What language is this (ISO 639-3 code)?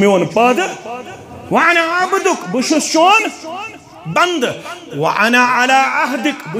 kas